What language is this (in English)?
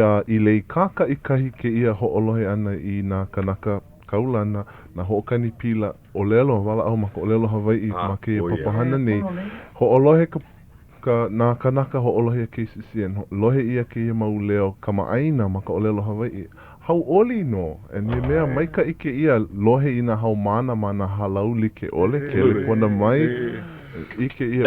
Hawaiian